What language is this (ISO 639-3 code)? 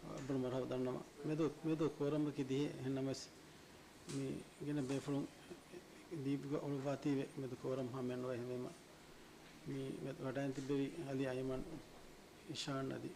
div